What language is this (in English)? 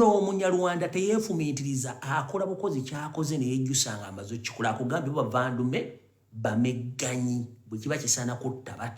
Ganda